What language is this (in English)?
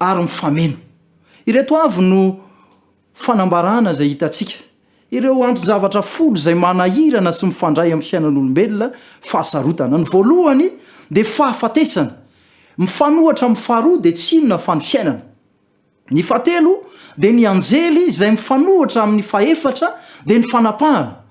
Malagasy